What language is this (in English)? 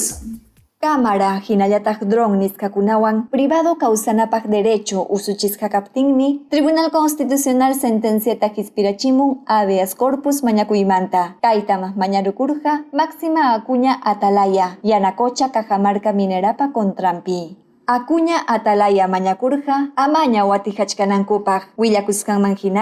Ayacucho Quechua